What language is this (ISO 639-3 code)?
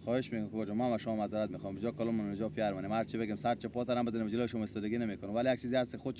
fas